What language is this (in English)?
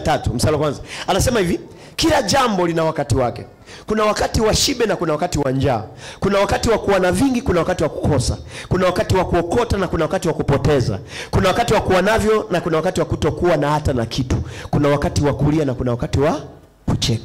Swahili